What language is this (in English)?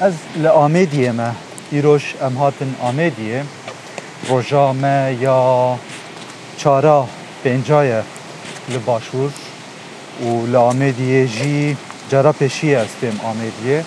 Kurdish